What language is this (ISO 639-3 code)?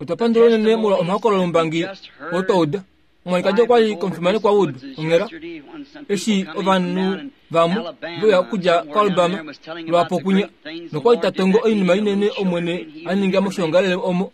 kua